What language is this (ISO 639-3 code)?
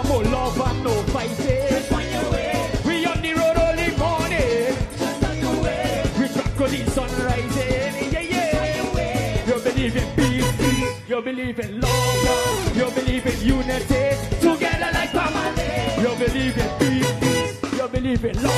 pap